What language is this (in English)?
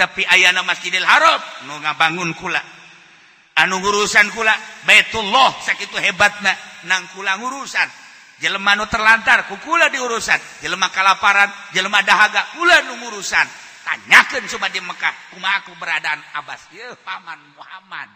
Sundanese